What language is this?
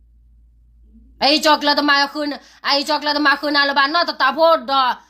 S'gaw Karen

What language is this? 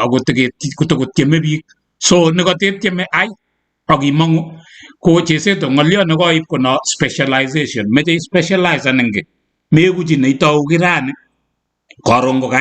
Kalenjin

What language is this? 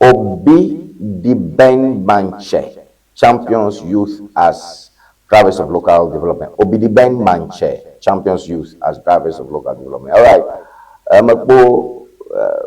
Ewe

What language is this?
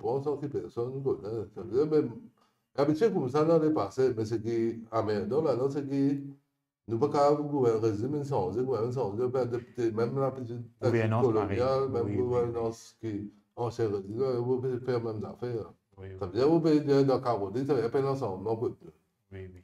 Morisyen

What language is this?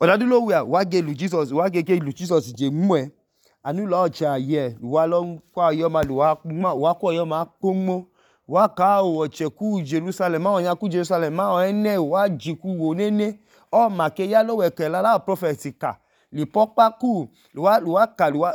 Idoma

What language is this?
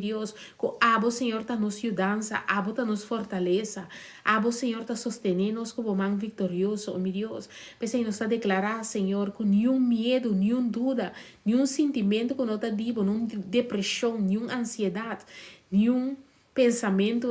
Papiamento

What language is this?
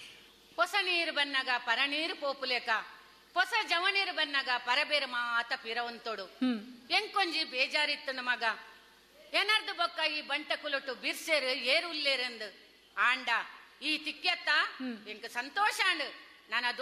Tulu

